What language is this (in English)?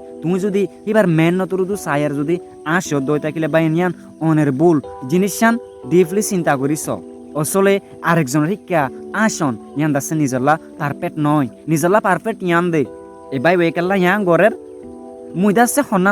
Rohingya